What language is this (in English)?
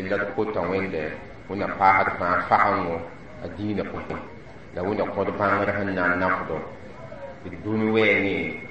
Mossi